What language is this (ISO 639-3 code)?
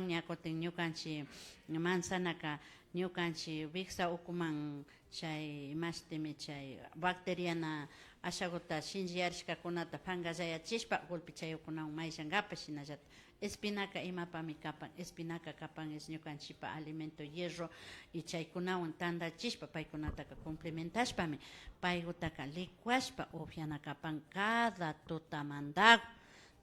qvi